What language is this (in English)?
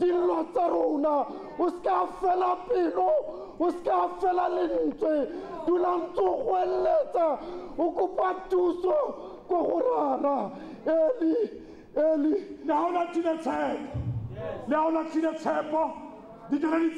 Tswana